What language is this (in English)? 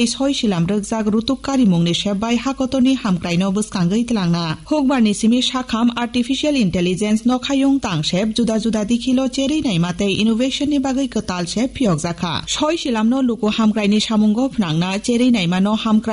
Kok Borok